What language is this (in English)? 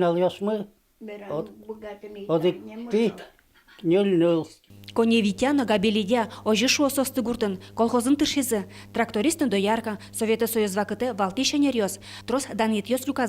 Udmurt